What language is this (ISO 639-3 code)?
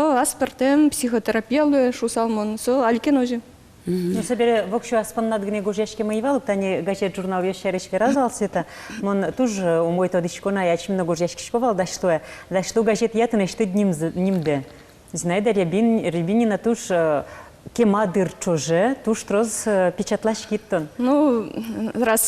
udm